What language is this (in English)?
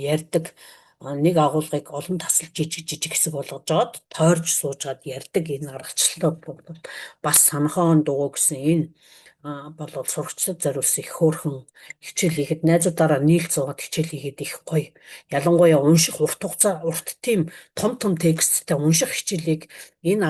Mongolian